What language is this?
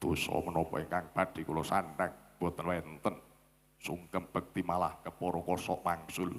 Javanese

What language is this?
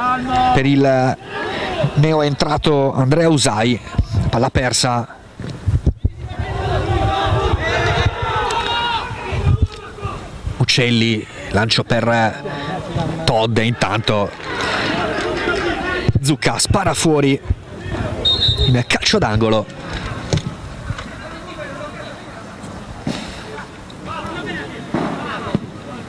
Italian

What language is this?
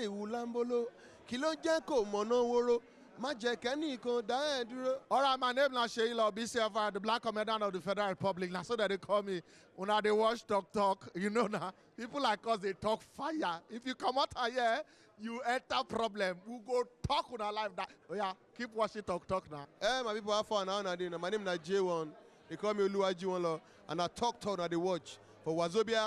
Nigerian Pidgin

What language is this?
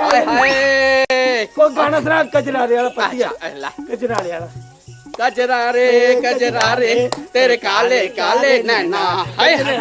Dogri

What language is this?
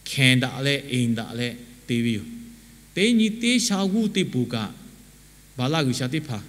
Lahu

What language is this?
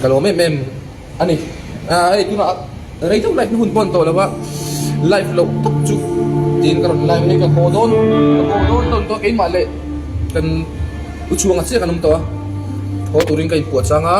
Mizo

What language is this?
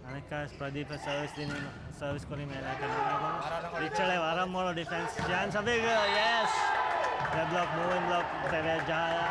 Divehi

